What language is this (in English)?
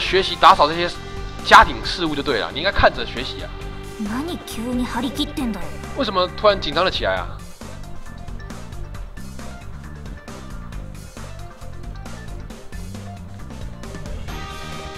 Chinese